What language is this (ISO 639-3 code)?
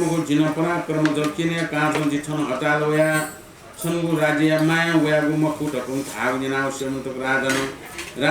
new